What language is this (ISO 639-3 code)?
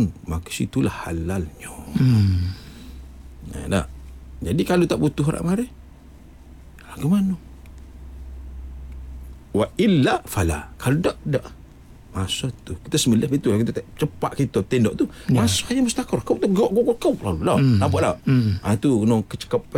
msa